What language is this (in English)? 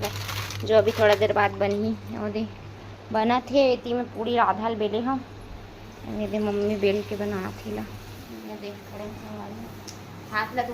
Chhattisgarhi